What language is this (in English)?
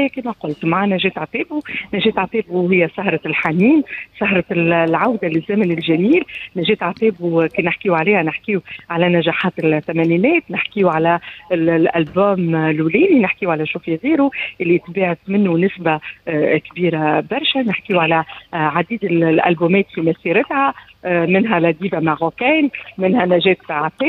Tunisian Arabic